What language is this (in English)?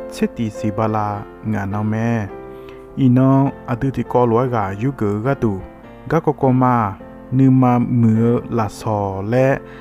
Akha